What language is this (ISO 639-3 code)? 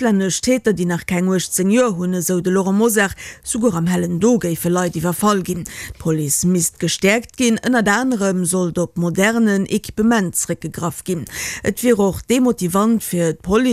ltz